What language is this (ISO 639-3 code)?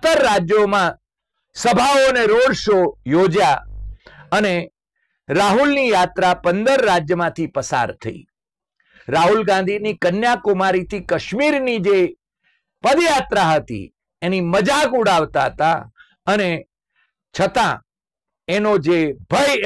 guj